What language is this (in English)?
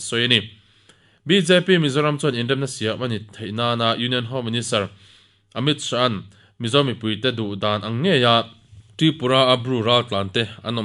Mizo